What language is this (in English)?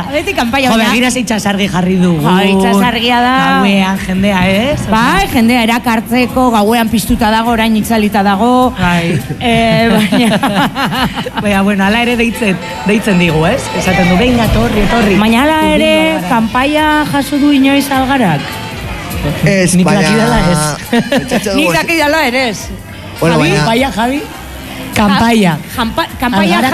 Basque